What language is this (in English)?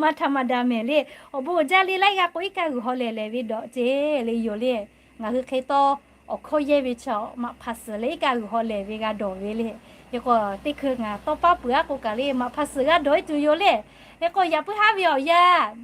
Lahu